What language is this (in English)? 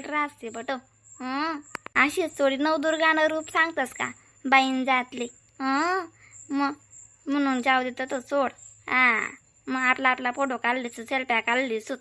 Khandesi